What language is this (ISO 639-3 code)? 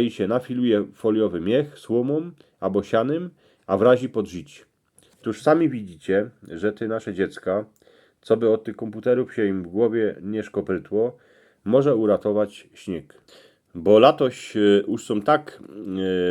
szl